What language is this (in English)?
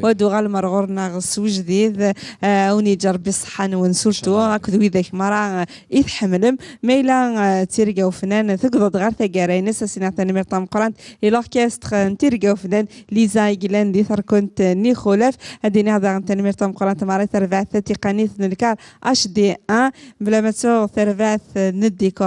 Kabyle